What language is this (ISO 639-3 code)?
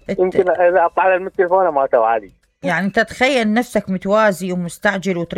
acm